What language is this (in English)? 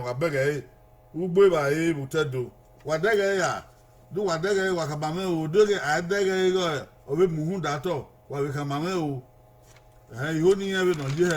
Bini